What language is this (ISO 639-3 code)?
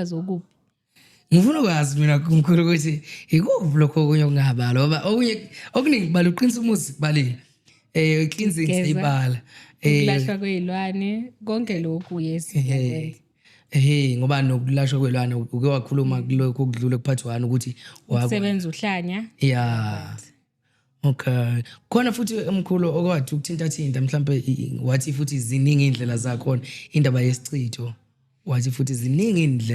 zul